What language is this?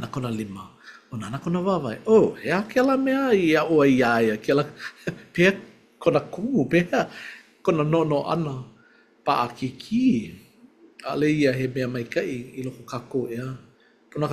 Hawaiian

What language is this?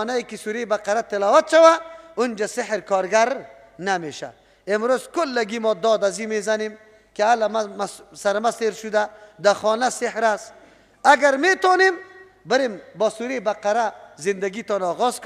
Persian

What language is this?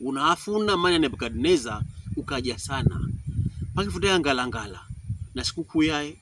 Pokomo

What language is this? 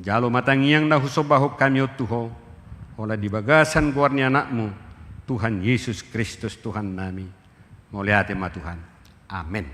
Batak Toba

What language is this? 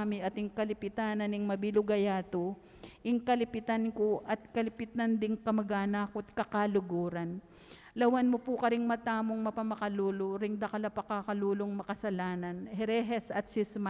Pampanga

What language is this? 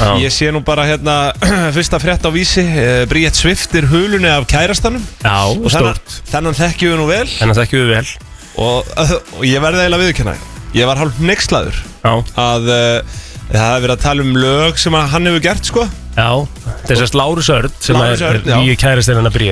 Icelandic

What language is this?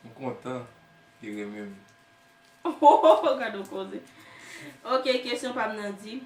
Haitian Creole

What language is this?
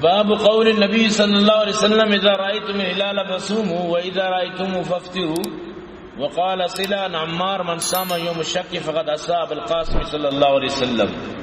Baluchi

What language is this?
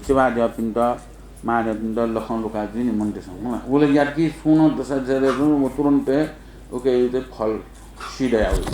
Newari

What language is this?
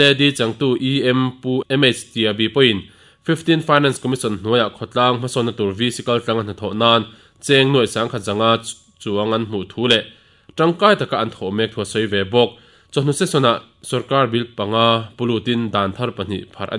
Mizo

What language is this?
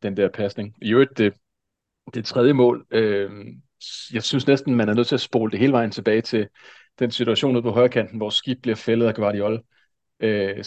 Danish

